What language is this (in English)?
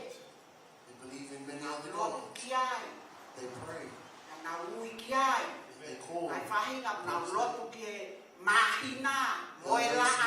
Tongan